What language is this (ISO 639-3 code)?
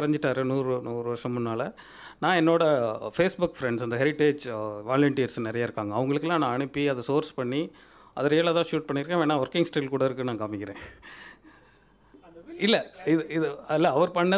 tam